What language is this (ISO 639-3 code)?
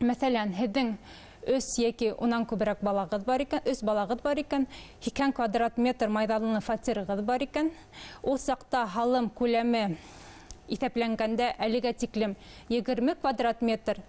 bak